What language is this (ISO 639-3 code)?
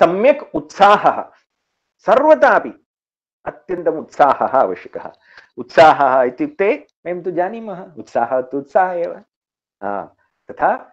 san